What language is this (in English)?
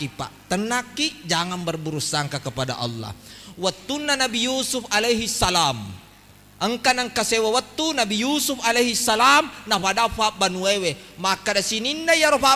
Buginese